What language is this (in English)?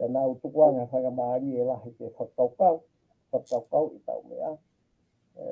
Tongan